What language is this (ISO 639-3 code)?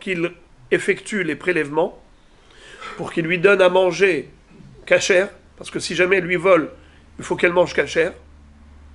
fra